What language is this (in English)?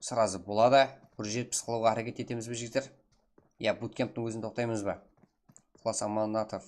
Kara-Kalpak